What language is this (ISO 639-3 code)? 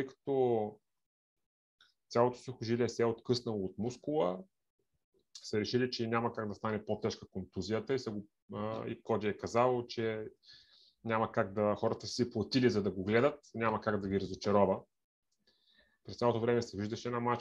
bul